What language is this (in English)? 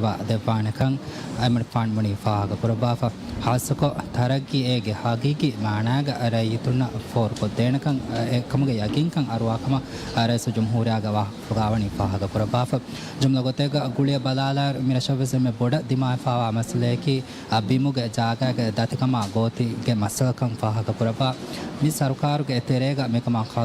Divehi